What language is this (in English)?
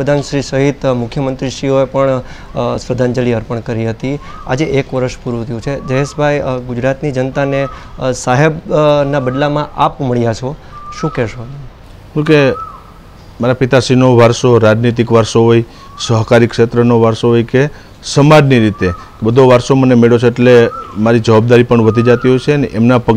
Gujarati